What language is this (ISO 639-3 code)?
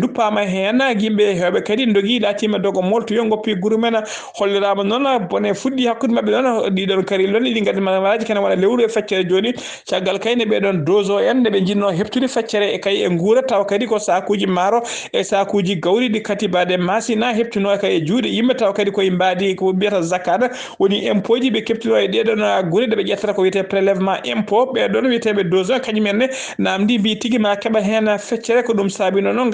ful